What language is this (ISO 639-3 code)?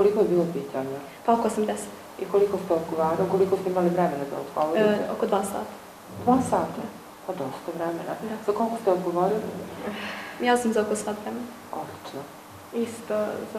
bos